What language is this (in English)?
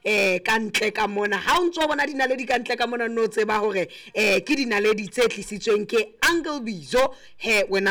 Southern Sotho